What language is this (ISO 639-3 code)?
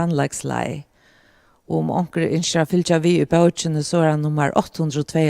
fao